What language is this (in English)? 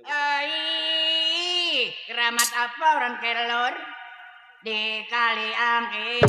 Betawi